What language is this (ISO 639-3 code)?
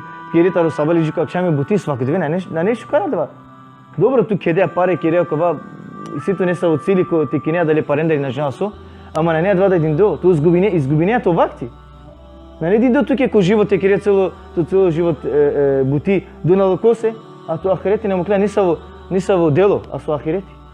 rmn